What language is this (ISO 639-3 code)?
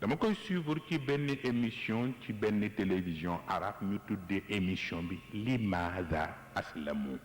wol